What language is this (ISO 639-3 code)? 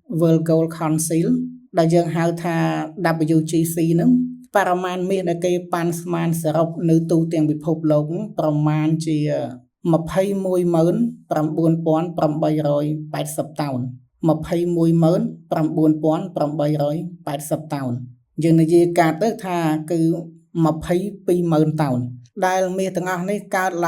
khm